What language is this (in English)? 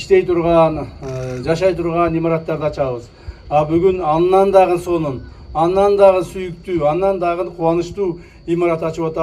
Kyrgyz